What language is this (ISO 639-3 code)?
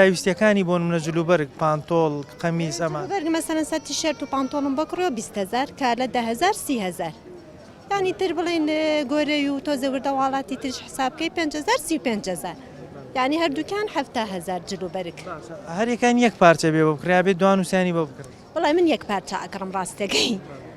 ckb